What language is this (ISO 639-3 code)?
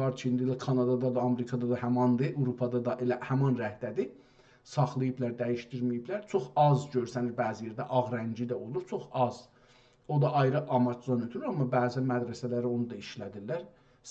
azb